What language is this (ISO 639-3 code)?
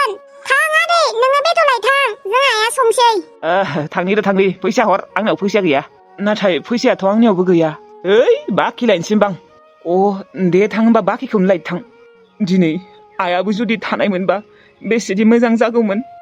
brx